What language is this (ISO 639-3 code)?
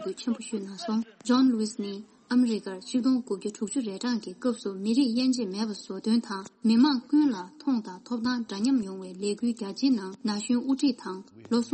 bod